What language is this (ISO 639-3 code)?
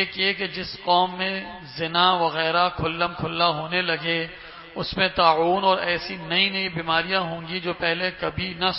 urd